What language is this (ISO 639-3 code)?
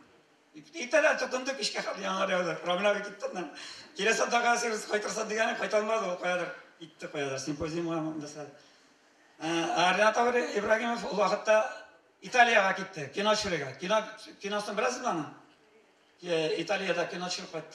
tat